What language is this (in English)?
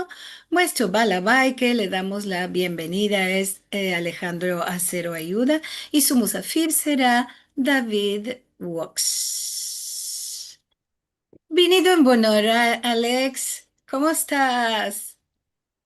Ladino